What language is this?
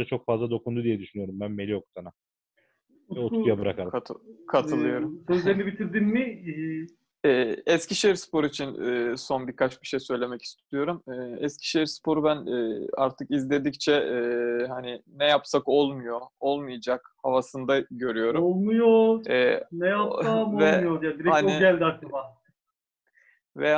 Turkish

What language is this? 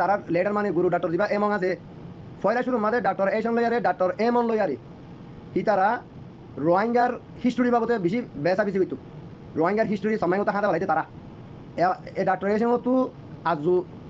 Rohingya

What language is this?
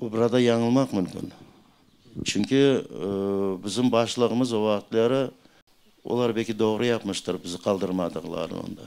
Crimean Tatar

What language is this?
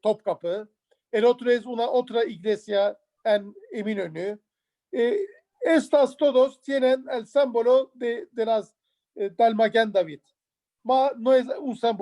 Ladino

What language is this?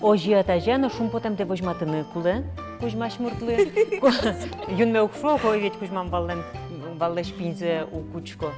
Udmurt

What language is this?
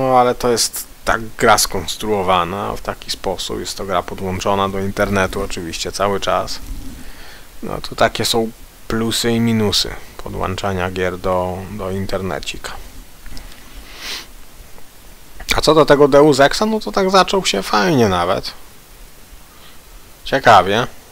Polish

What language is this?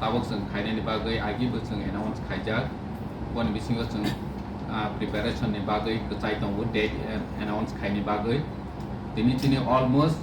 Kok Borok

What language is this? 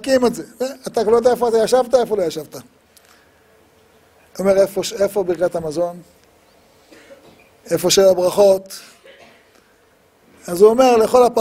Hebrew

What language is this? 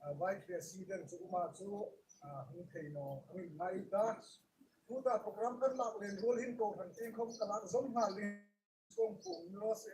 Hmar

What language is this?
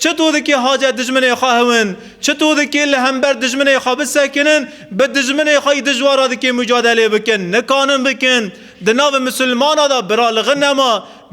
Kurdish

